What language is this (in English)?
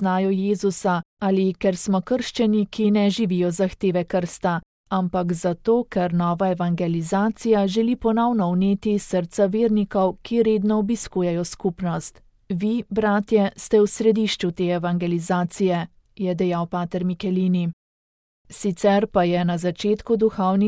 Slovenian